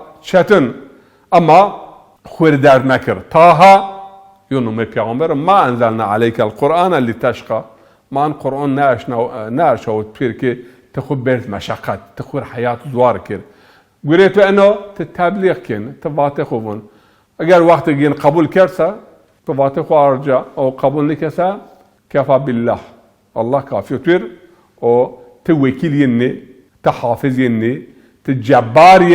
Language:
Zaza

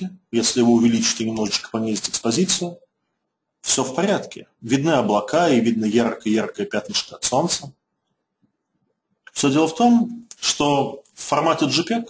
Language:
Russian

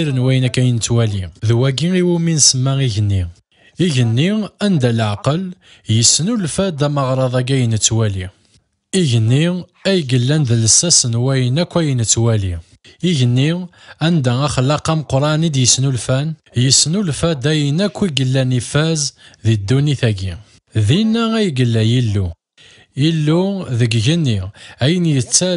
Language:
Kabyle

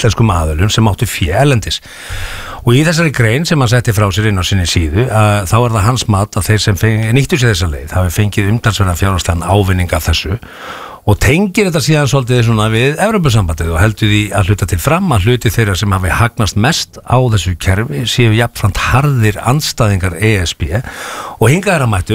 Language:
Icelandic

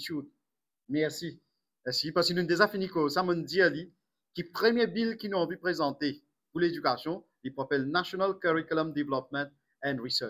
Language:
Morisyen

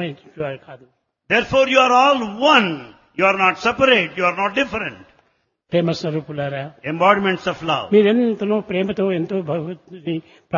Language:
Telugu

